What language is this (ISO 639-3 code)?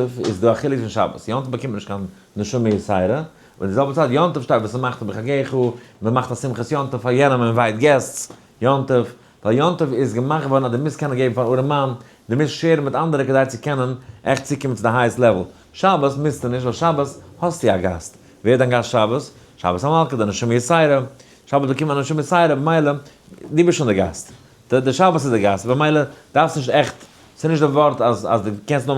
yid